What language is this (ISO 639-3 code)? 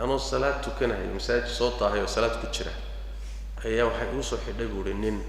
som